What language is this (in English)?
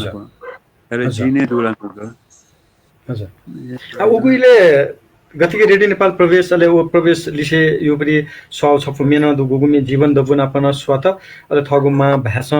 Newari